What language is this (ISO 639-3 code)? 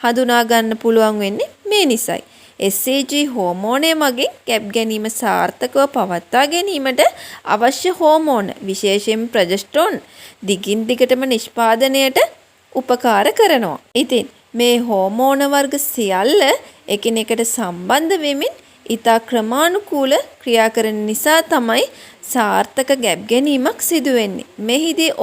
sin